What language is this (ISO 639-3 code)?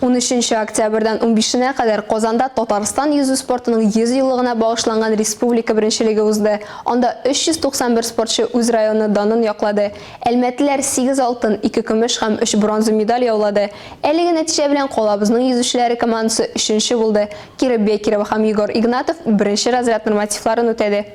tat